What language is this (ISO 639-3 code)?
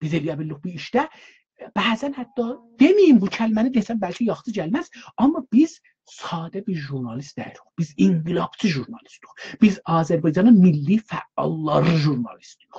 azb